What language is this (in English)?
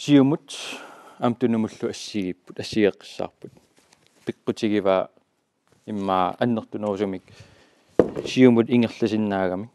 Kalaallisut